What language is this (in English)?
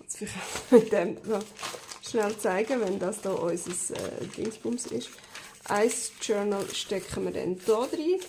Swiss German